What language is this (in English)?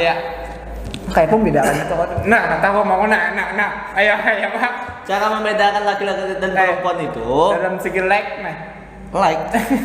Banjar